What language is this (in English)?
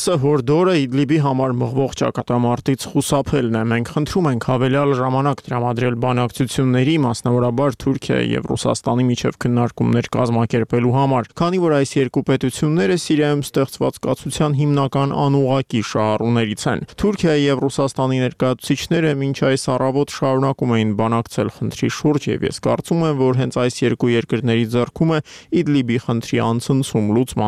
Armenian